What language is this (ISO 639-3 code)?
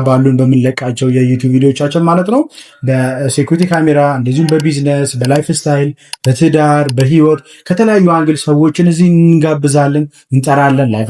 amh